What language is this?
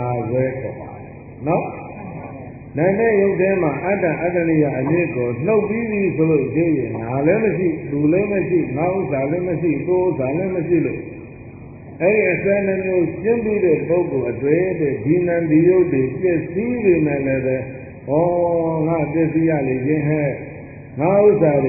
Burmese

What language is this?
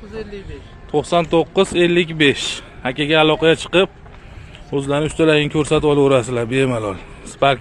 Uzbek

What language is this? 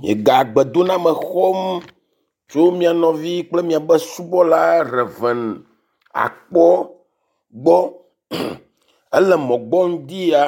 Ewe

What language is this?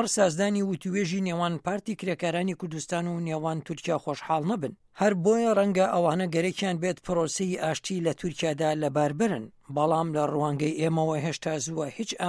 Central Kurdish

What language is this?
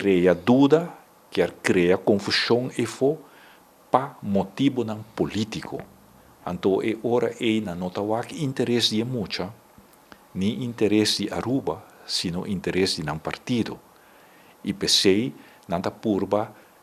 Papiamento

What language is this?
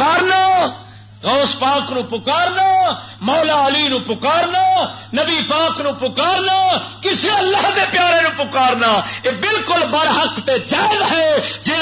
Western Panjabi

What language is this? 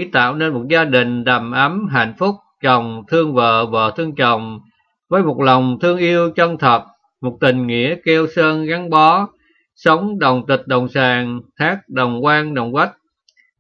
Vietnamese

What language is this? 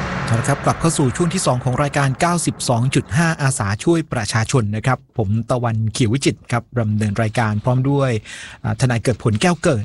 Thai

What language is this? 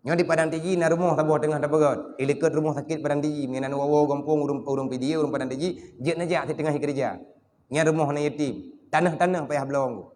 Achinese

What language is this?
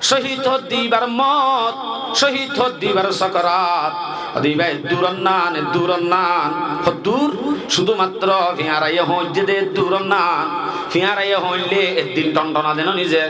Rohingya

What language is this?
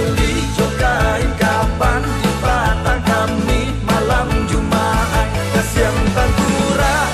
Minangkabau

